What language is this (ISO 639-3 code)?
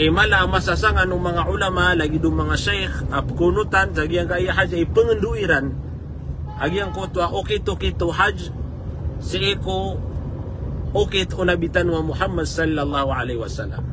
mrw